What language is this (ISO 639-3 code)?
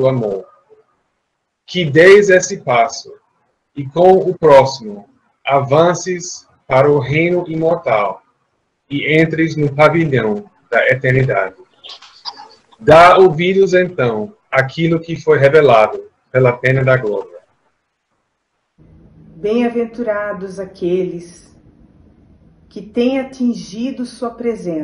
por